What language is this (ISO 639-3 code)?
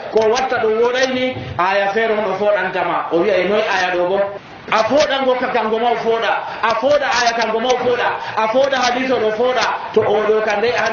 fuv